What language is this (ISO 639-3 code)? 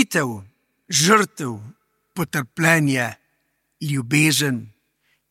slv